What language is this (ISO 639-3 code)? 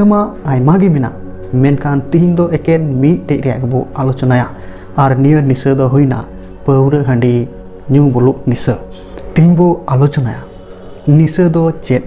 sat